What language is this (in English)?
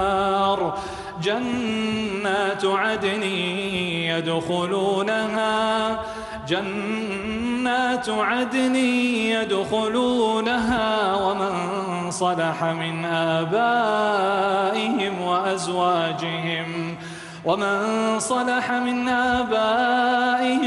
Arabic